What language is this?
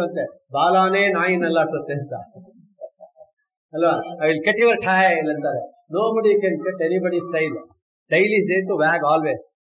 Kannada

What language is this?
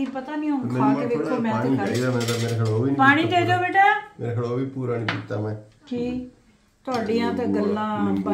Punjabi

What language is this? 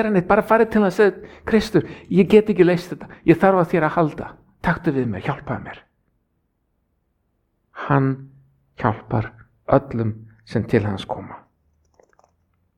Icelandic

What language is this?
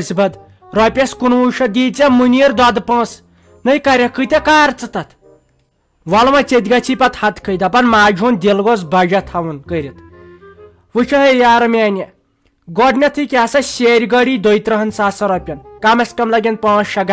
Kashmiri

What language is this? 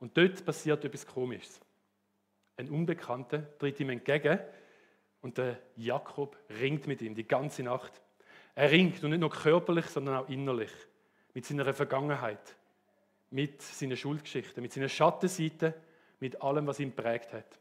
Swiss German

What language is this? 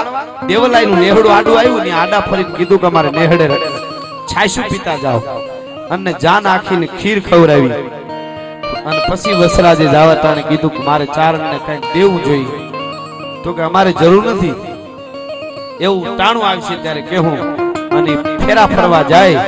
Gujarati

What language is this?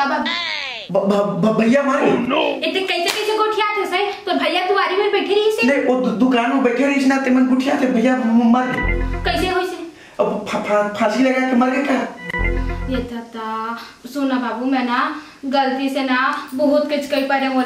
Chhattisgarhi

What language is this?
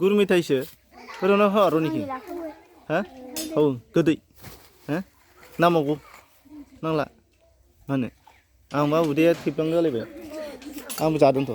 Bodo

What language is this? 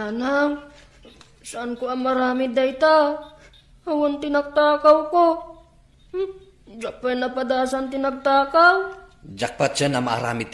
Iloko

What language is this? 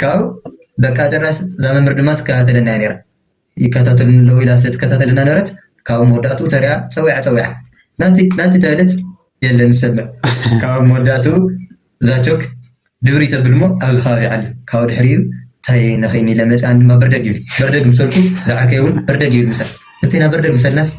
Tigrinya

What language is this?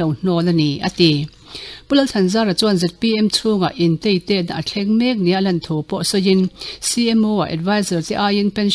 Mizo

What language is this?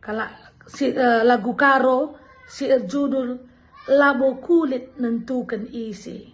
Batak Karo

